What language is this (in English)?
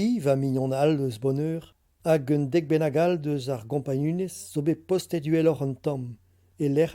Breton